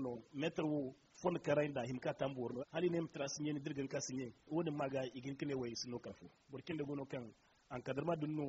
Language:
Zarma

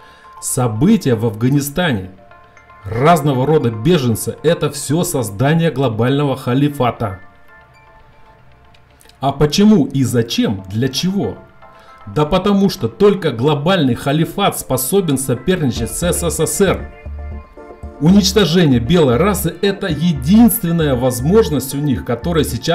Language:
Russian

